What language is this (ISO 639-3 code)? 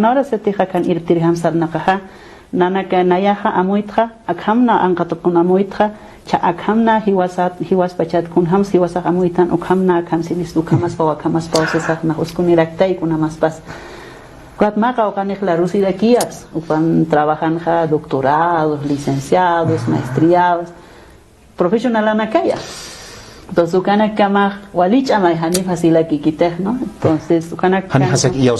aym